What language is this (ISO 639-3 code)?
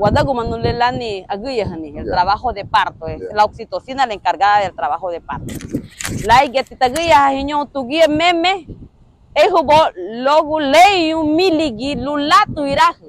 cab